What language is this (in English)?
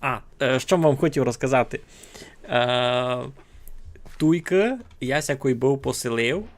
Rusyn